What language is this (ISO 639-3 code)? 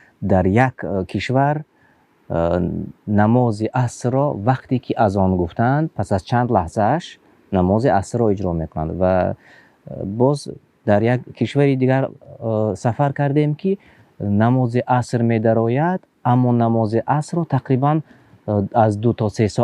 tgk